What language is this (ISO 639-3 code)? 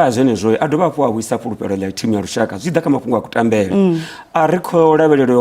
ven